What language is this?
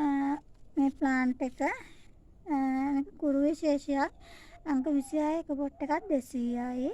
Sinhala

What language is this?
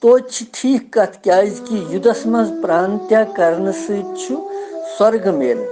Kashmiri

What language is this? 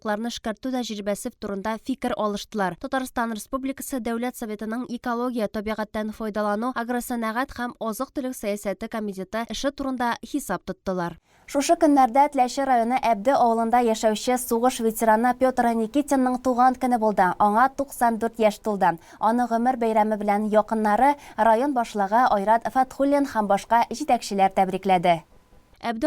Tatar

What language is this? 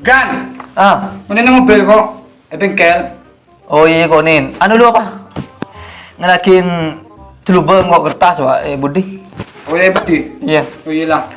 Madurese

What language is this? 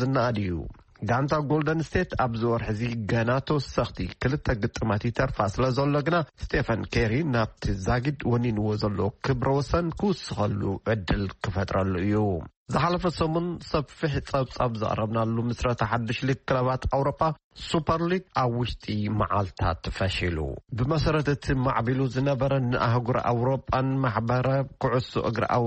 Tigrinya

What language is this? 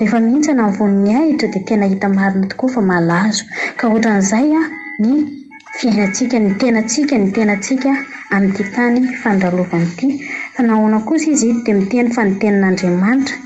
Malagasy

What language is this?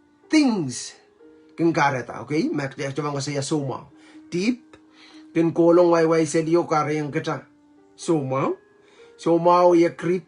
Pohnpeian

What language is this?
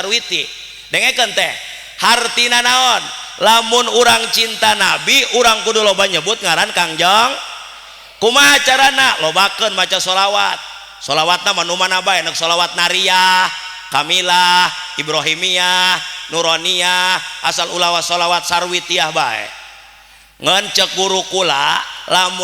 Sundanese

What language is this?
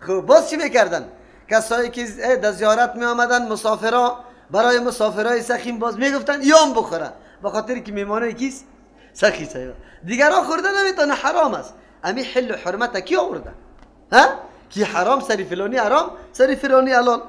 Persian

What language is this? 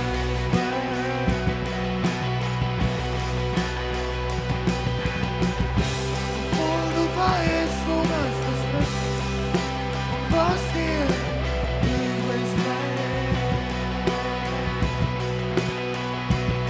German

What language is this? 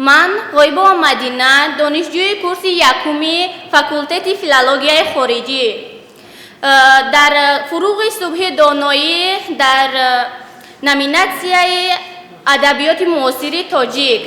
Tajik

